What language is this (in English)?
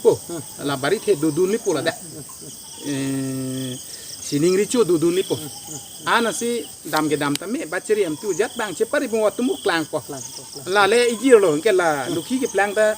Karbi